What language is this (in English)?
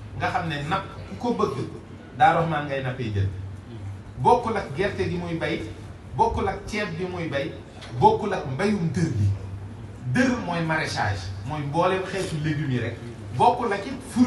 Wolof